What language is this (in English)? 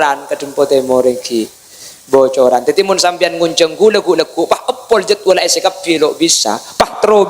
Madurese